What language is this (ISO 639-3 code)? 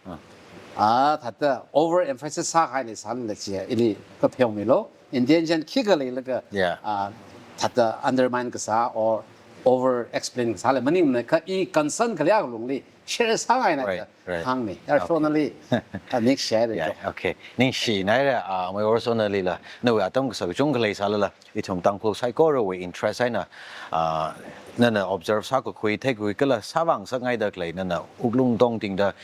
nmf